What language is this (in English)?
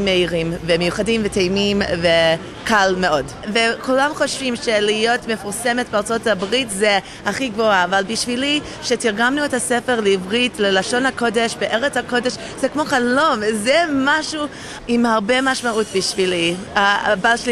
Hebrew